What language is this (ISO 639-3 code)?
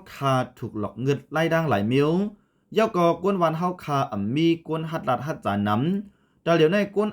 shn